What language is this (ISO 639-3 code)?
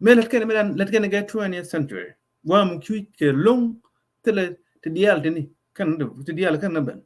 nus